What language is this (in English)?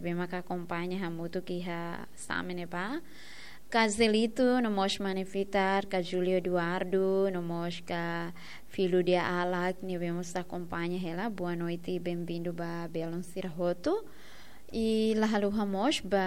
Tetum